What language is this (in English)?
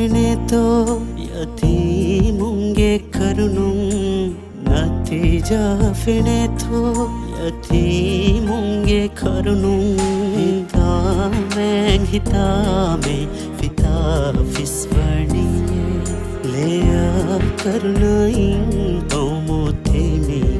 Divehi